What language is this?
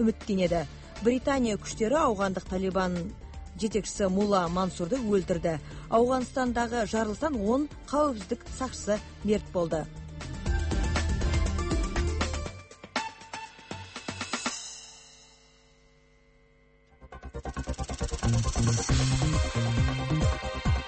Kazakh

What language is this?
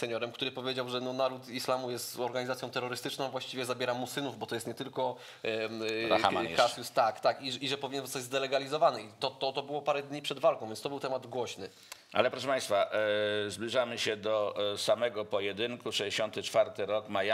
Polish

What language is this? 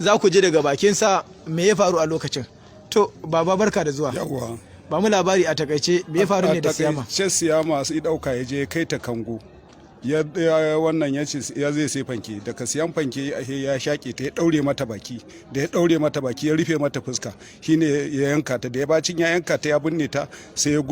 Hausa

